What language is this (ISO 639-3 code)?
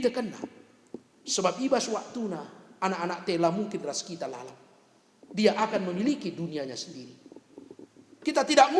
btx